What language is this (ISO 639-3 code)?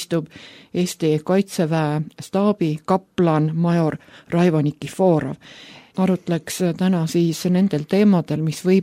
est